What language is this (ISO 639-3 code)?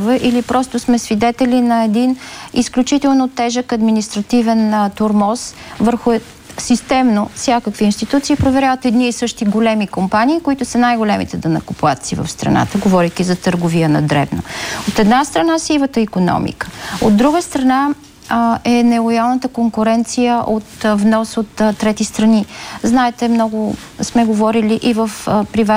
bul